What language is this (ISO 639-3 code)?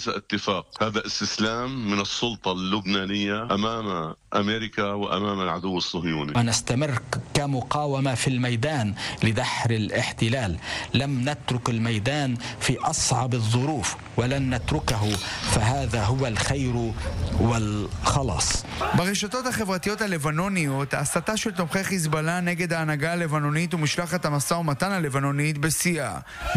heb